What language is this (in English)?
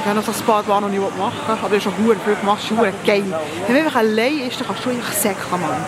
Swiss German